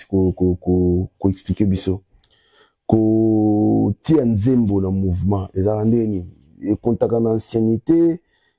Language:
Lingala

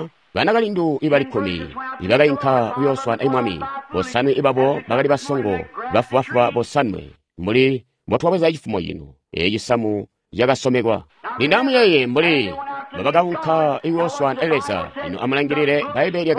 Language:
Tonga (Zambia)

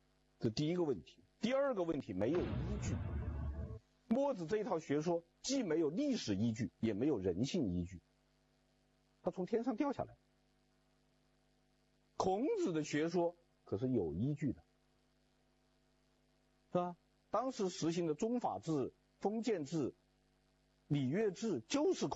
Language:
Chinese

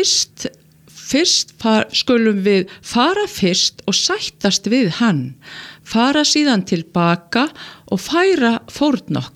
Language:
Icelandic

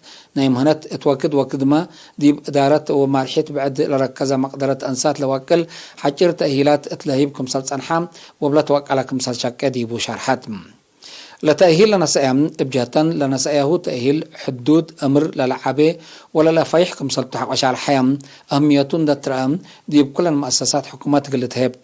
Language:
Tigre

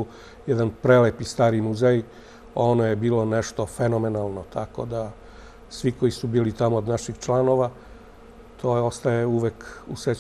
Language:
Serbian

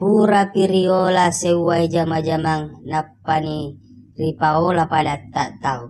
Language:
Buginese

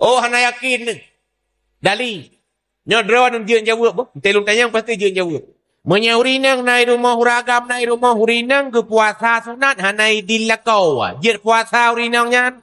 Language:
Achinese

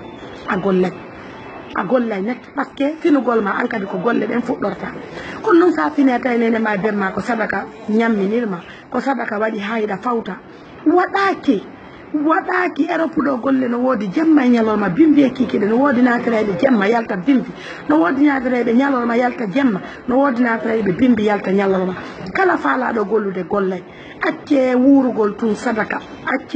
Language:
Fula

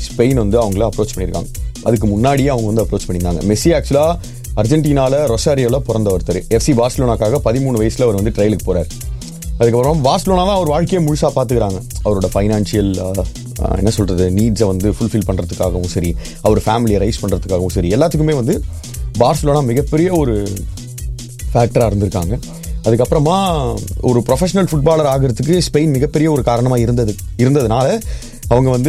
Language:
Tamil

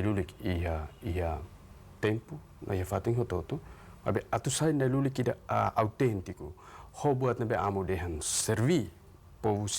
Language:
Tetum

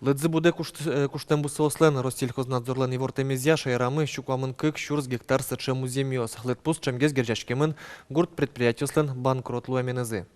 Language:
Udmurt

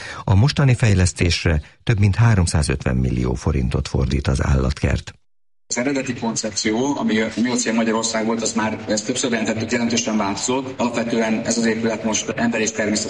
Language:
Hungarian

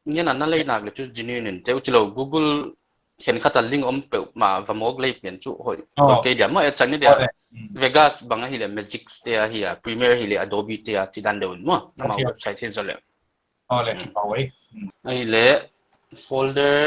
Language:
Paite Chin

